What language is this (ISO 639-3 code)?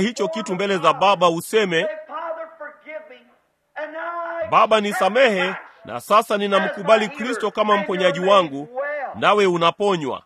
swa